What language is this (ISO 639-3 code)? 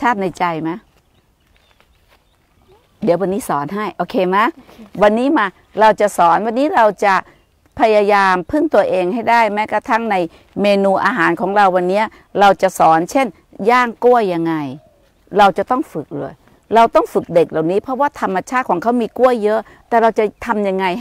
tha